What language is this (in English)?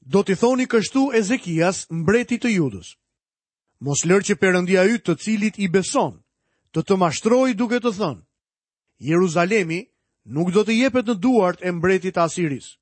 Albanian